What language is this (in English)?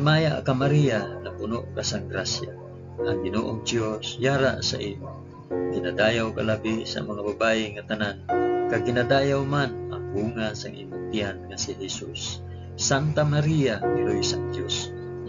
Hiligaynon